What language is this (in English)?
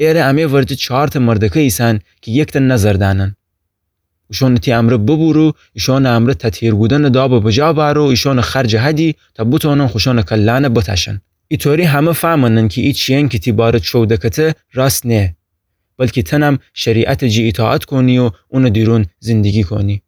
Gilaki